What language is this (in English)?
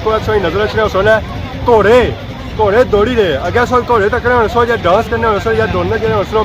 Pahari-Potwari